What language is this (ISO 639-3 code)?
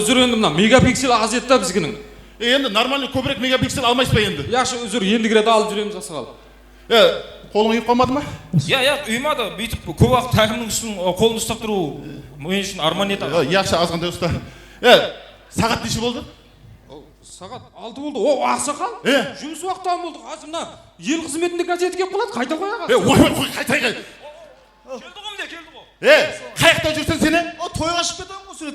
kaa